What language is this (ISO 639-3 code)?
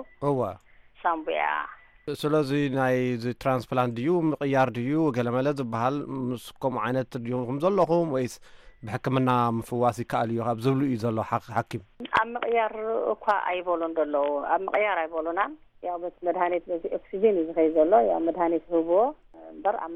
tir